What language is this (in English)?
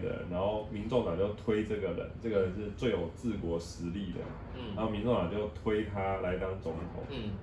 Chinese